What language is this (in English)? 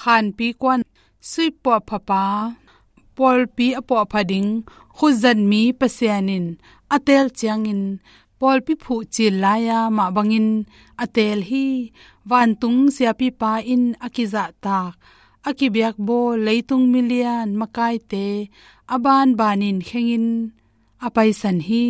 Tedim Chin